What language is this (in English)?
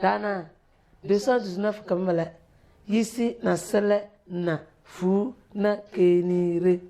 Tem